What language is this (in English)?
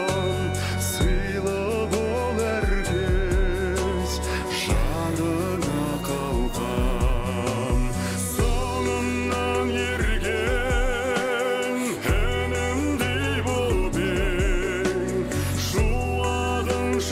Kazakh